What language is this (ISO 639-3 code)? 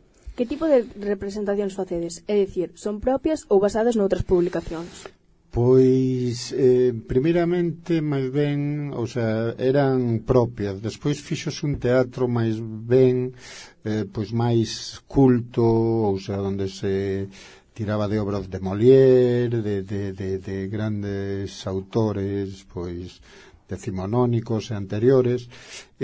glg